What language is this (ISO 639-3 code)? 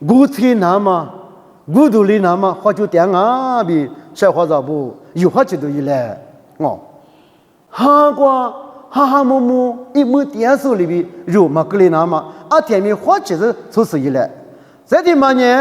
lis